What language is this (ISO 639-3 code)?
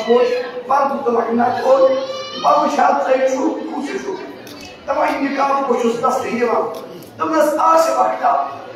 kas